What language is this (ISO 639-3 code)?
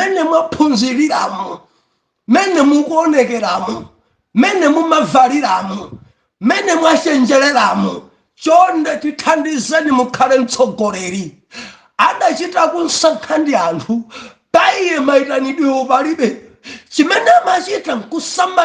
nya